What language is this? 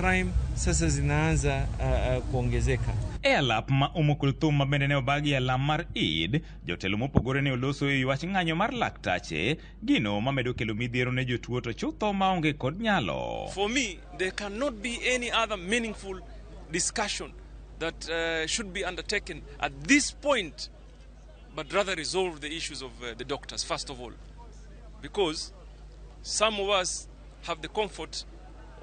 Luo (Kenya and Tanzania)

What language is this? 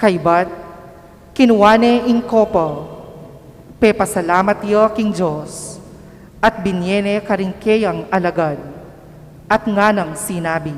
Pampanga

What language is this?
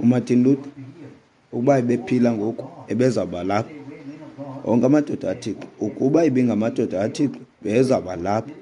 Xhosa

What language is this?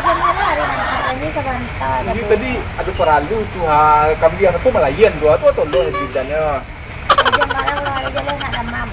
Minangkabau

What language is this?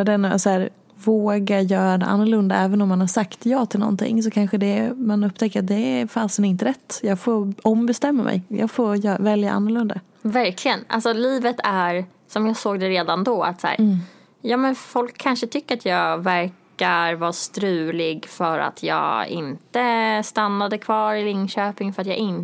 Swedish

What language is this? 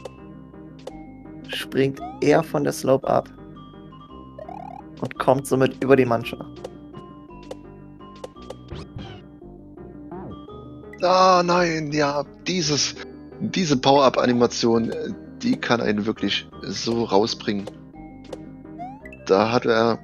German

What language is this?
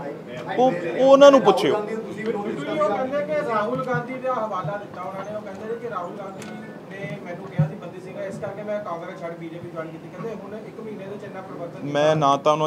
Punjabi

